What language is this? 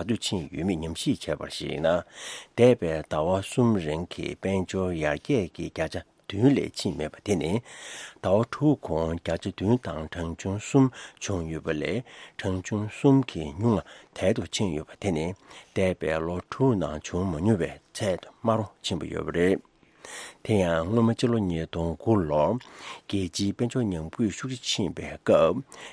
Tibetan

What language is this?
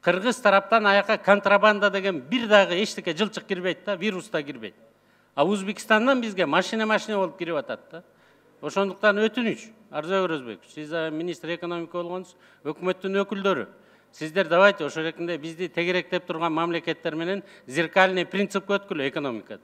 Kyrgyz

